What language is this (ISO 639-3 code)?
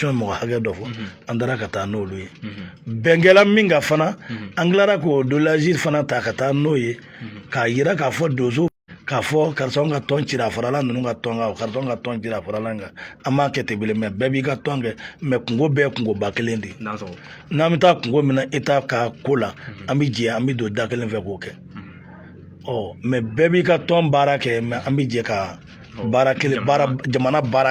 bam